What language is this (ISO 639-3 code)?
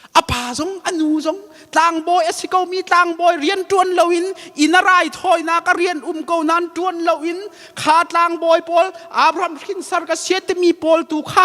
cnh